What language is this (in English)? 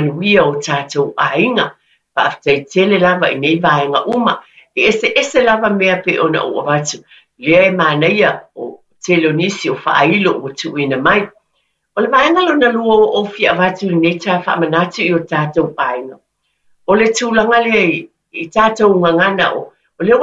Samoan